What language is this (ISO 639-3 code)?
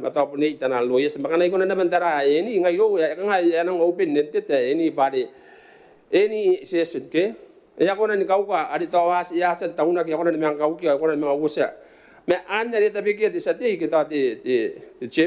gil